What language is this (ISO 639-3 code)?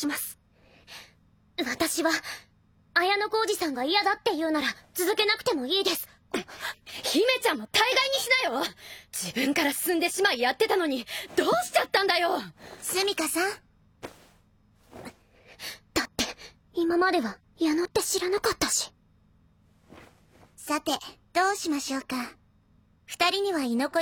jpn